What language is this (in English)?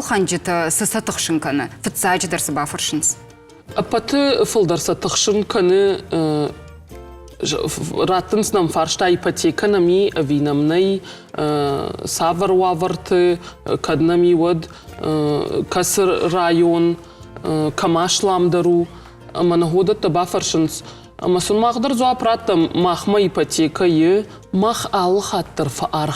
Ossetic